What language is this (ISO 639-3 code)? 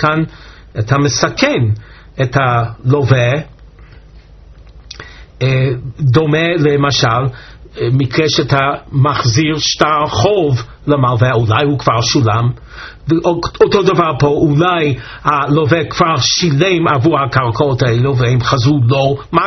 heb